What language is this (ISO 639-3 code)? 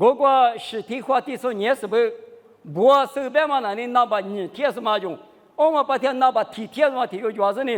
lis